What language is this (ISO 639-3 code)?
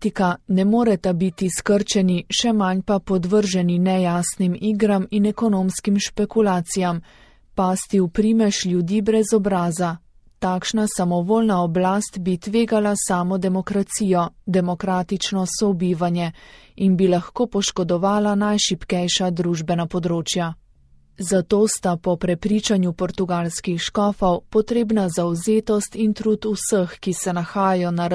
slv